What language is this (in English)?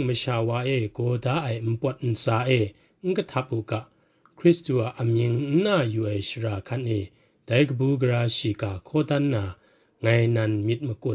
Kachin